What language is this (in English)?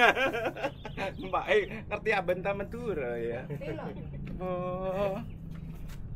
Indonesian